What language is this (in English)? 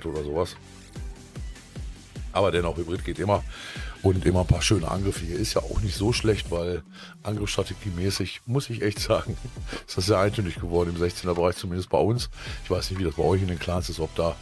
German